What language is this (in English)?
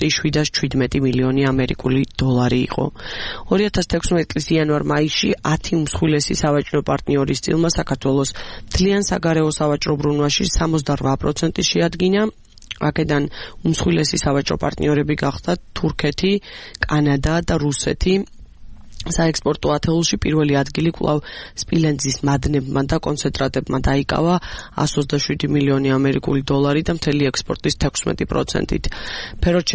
Georgian